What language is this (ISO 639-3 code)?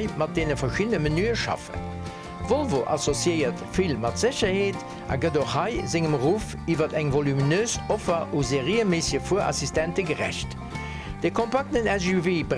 ltz